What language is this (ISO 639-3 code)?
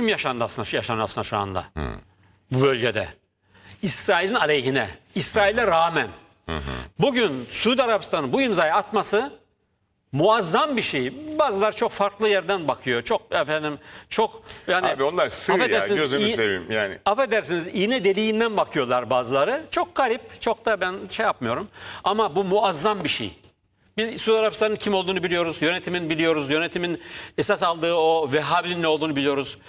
tur